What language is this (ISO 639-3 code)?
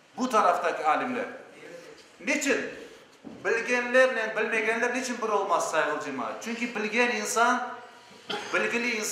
crh